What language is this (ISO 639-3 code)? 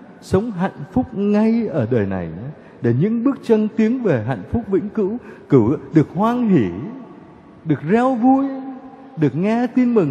vie